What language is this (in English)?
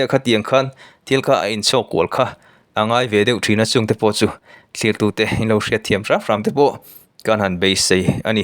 Mizo